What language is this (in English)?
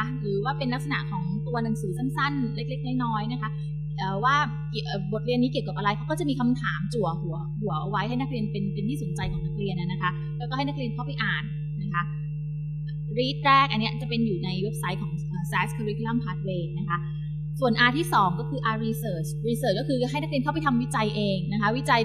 Thai